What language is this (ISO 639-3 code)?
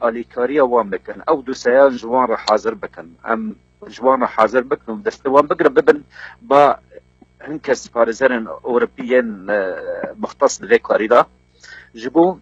kur